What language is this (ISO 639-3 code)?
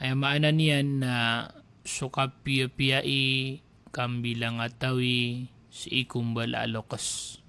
mrw